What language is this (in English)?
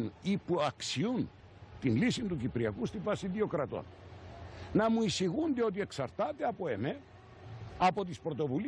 Greek